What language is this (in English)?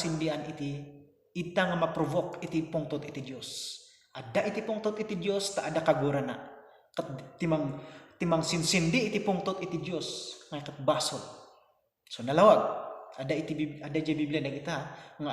Iloko